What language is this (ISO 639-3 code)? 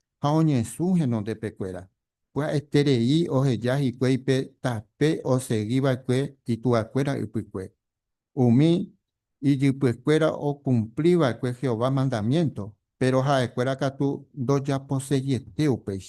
grn